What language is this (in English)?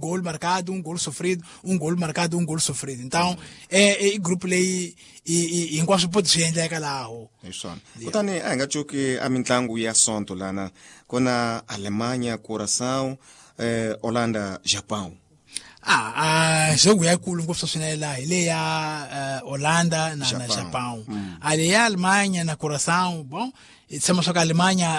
Tsonga